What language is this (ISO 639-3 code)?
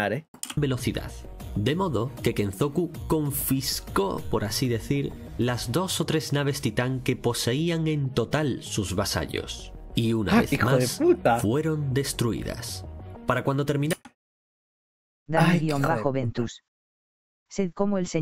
spa